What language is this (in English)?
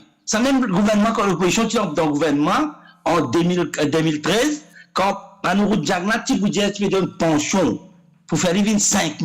Morisyen